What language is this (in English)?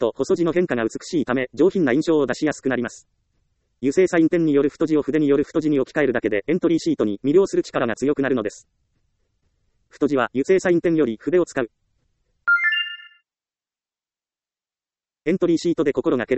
Japanese